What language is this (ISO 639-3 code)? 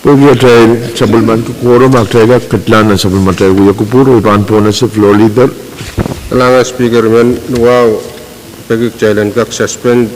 pon